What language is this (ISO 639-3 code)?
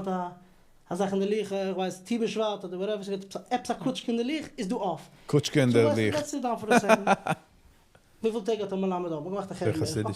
yid